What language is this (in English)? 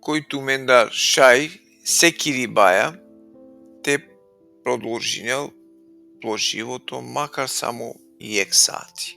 Balkan Romani